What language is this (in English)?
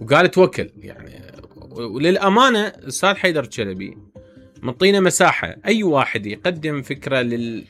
Mesopotamian Arabic